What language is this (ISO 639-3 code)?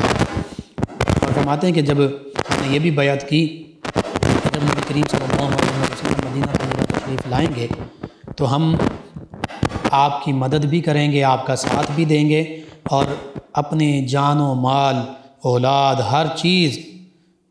urd